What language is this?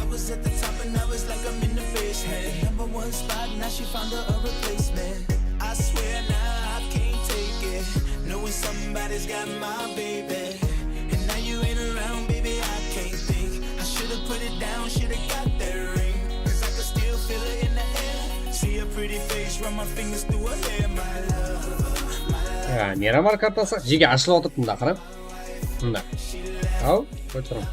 Kara-Kalpak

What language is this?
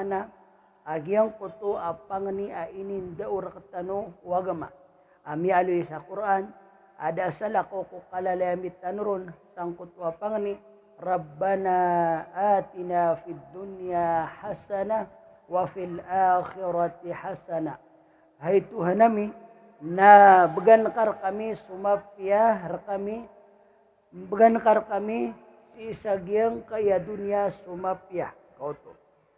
Maranao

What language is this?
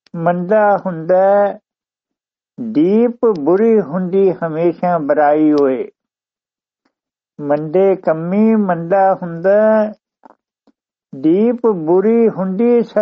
Punjabi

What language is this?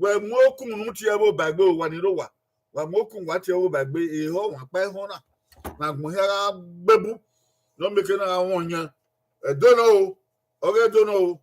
Bini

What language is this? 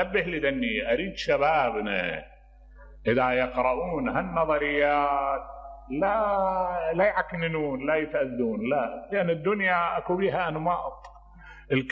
Mesopotamian Arabic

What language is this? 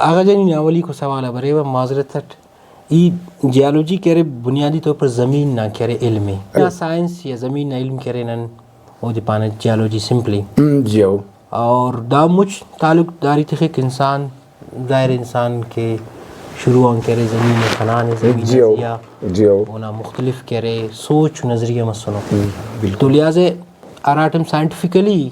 Brahui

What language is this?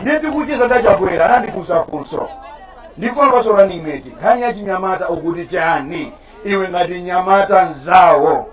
Nyanja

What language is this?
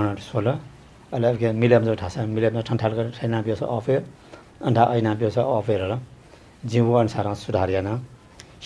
Newari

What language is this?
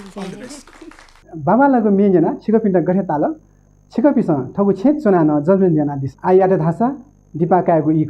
Newari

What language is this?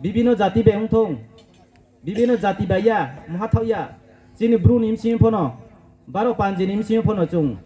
Riang (India)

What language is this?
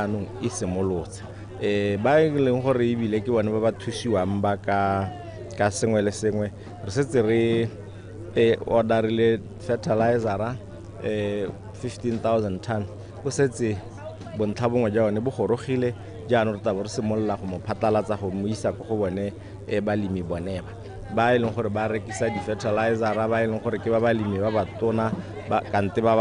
Tswana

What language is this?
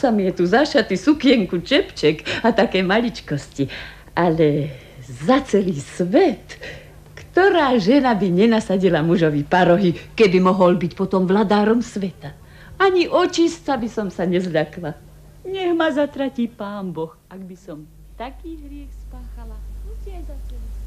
Slovak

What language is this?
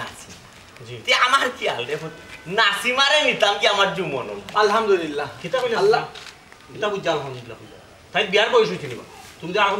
Sylheti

